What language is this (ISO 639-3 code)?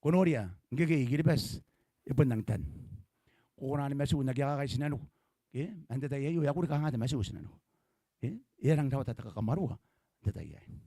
gil